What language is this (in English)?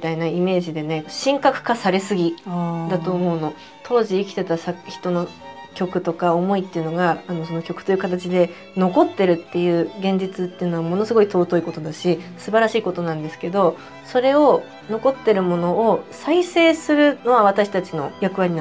Japanese